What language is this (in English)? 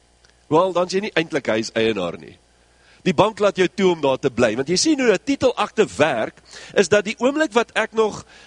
Afrikaans